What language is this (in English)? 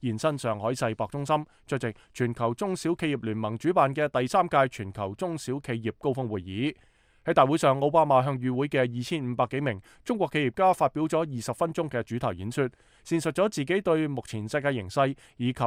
Cantonese